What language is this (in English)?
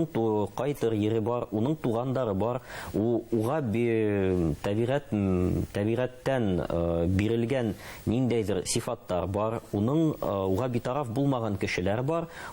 Bashkir